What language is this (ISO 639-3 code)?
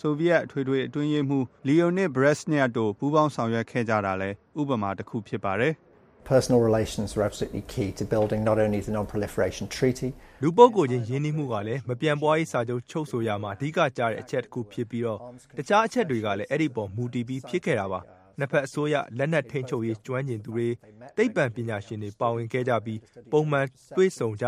mya